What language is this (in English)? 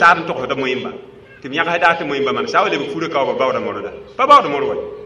Mossi